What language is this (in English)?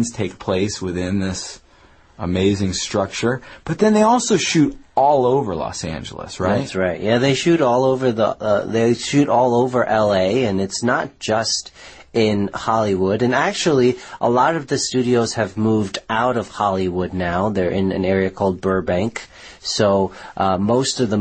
English